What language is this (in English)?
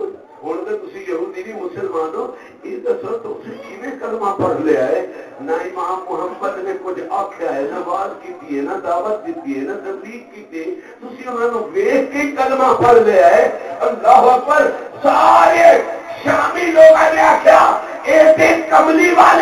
Saraiki